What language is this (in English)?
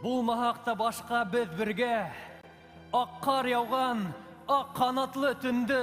Bashkir